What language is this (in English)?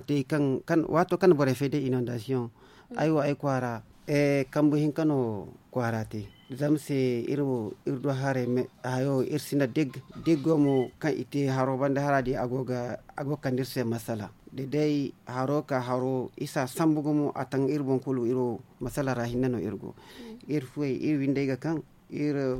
Zarma